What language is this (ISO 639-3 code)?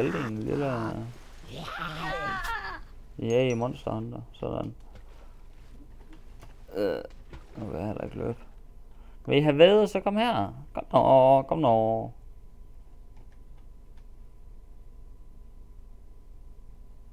dan